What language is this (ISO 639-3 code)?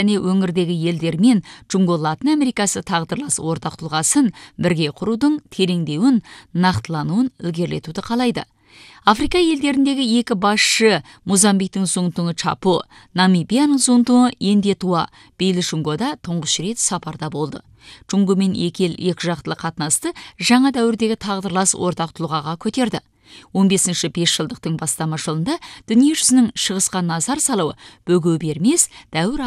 kaz